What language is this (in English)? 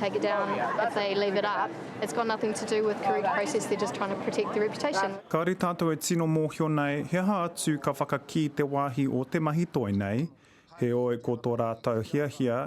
Māori